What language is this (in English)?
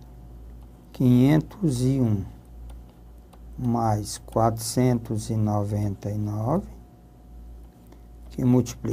Portuguese